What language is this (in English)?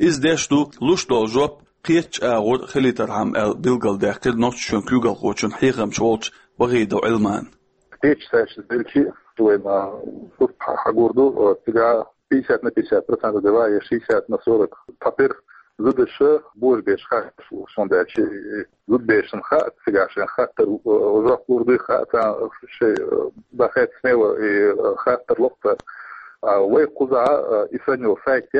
Chechen